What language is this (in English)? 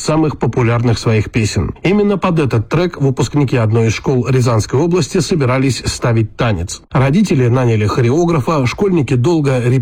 Russian